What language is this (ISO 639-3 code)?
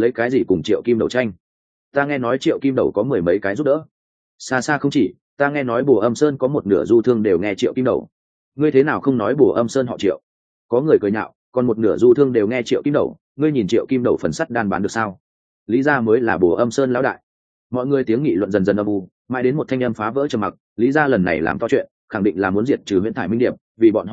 vie